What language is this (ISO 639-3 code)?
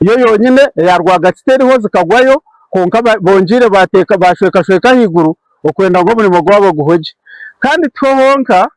nyn